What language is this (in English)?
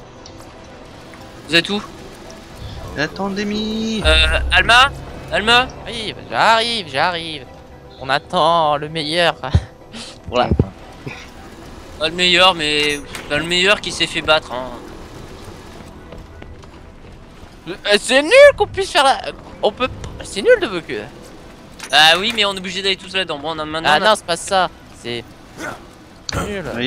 French